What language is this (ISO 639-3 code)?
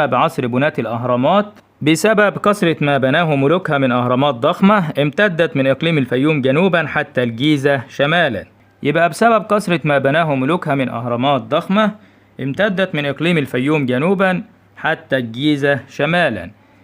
arz